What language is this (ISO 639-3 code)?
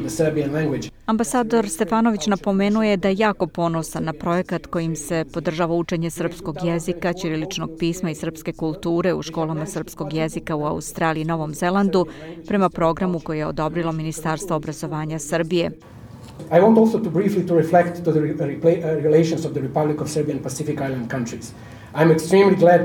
srp